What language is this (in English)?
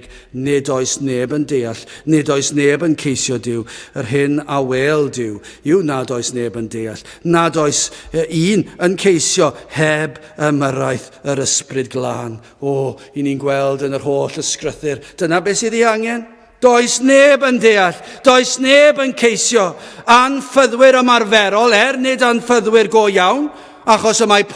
Welsh